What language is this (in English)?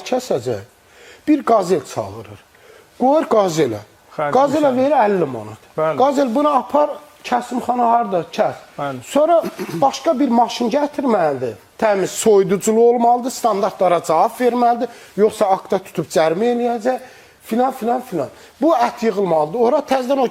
Azerbaijani